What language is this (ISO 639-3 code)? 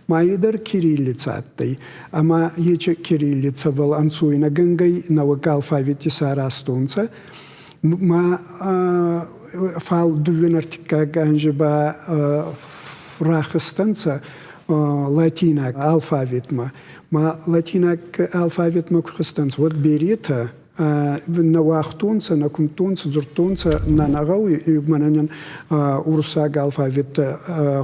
oss